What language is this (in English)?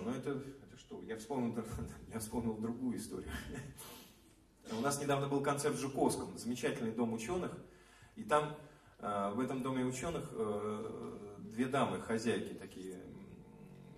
Russian